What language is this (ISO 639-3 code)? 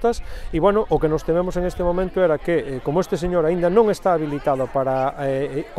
glg